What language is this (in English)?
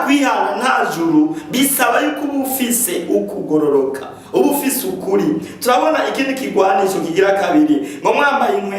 Rundi